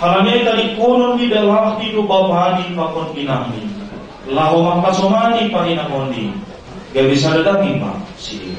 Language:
Batak Simalungun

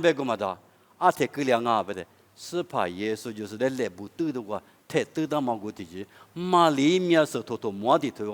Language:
Lisu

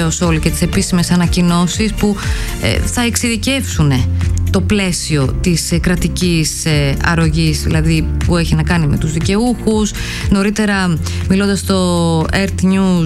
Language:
Greek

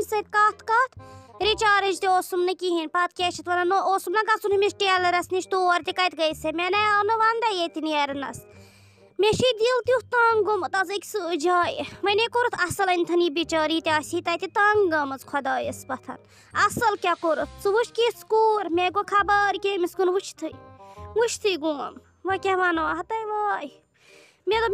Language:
Kashmiri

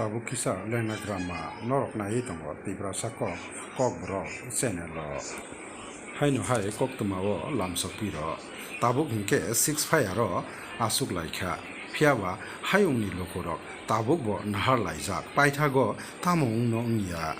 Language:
Kok Borok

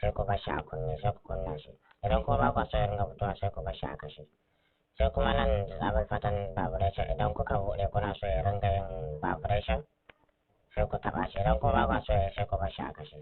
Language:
Hausa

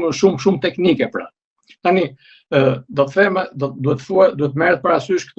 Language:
Albanian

